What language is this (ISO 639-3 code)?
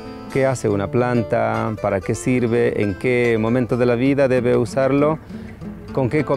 spa